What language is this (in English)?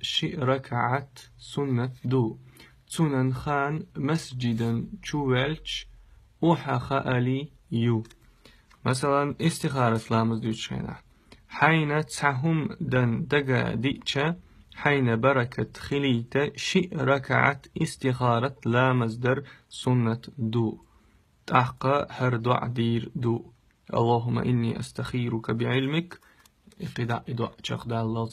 Chechen